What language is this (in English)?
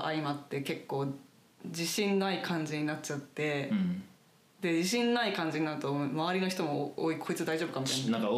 Japanese